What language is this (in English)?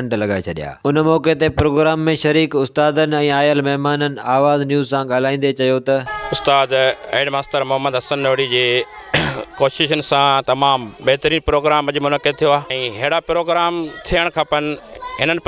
Sindhi